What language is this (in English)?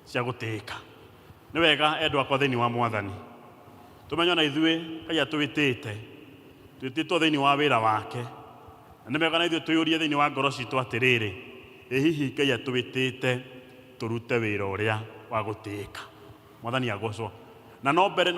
Kikuyu